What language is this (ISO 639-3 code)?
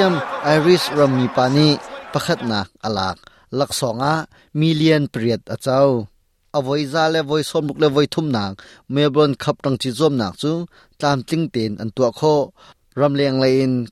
cnh